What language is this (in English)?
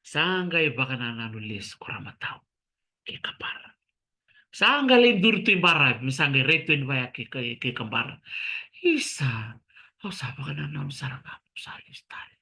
Fijian